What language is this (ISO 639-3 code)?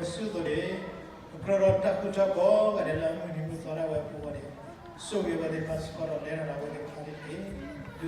ksw